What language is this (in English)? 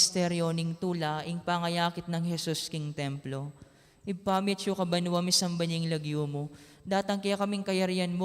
Pampanga